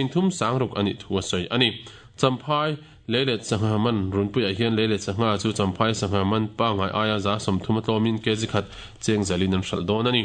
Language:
Mizo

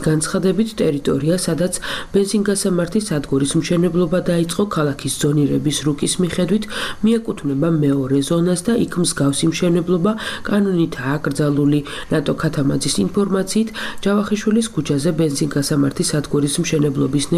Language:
Georgian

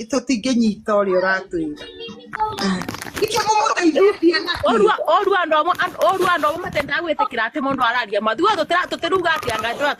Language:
Kikuyu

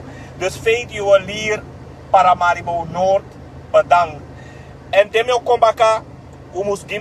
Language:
Sranan Tongo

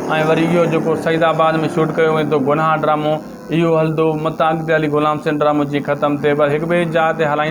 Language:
Sindhi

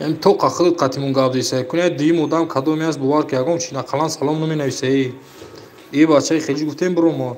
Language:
Tajik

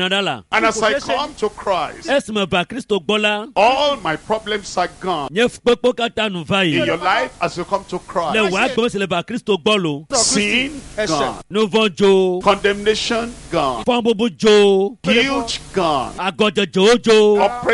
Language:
Ewe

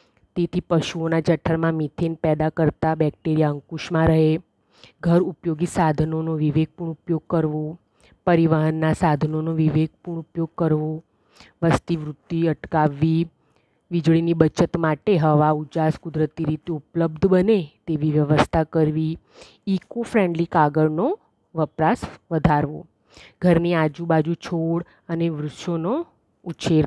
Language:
Gujarati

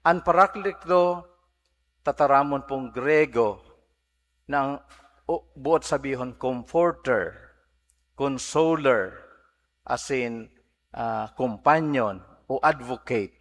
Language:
Bikol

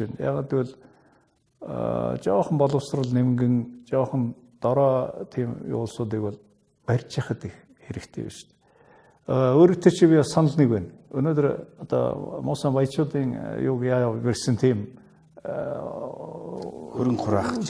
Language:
Mongolian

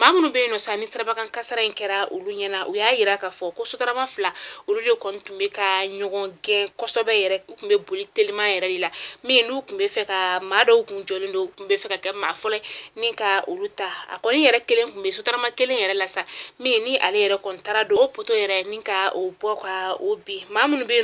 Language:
Bambara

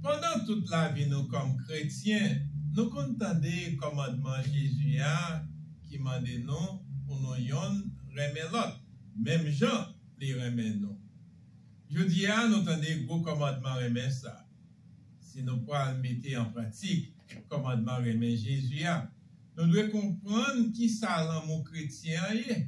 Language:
Haitian Creole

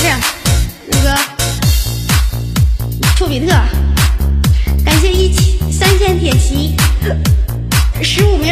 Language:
Chinese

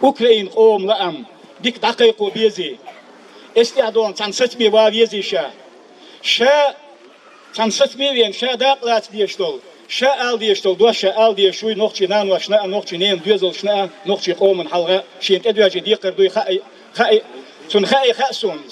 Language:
Chechen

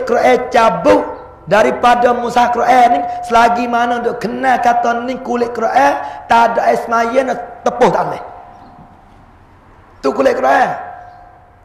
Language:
Pattani Malay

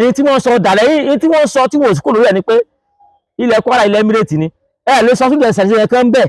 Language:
Yoruba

